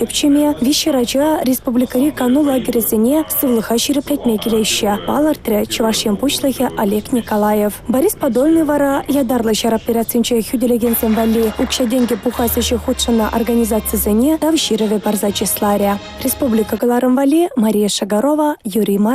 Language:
Chuvash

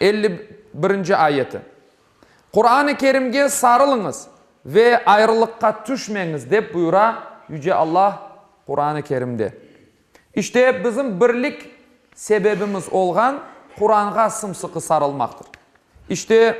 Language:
Crimean Tatar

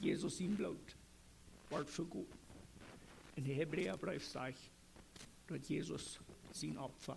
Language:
Plautdietsch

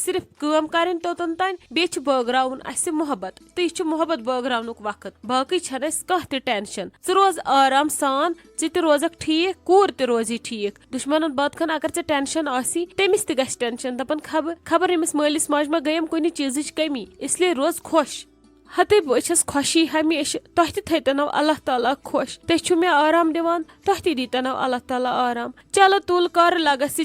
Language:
Kashmiri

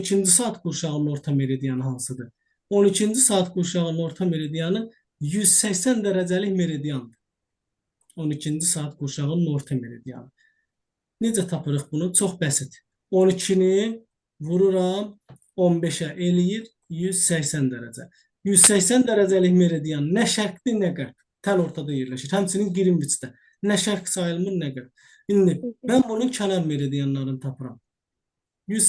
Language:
Azerbaijani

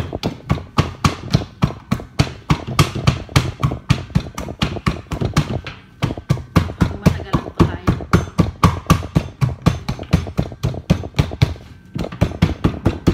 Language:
Filipino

